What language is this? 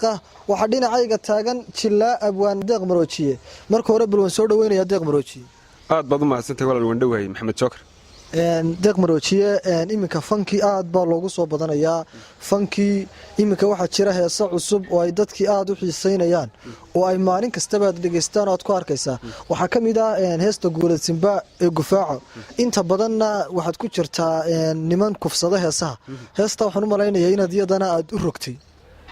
Somali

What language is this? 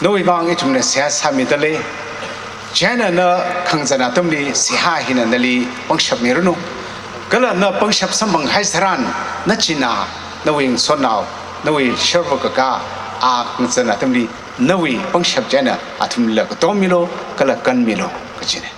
Tangkhul Naga (India)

